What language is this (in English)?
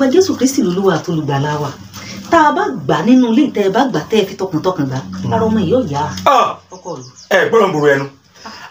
Yoruba